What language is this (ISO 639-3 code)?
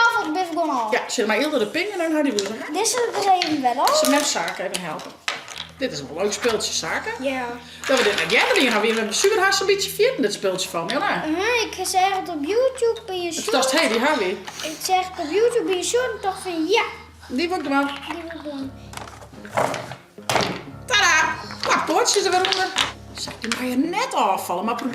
fry